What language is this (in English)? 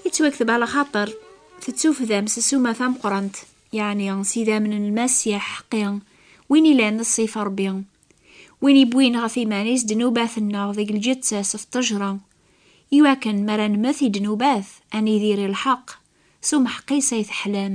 Kabyle